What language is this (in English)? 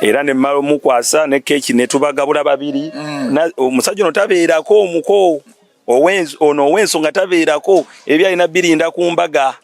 Ganda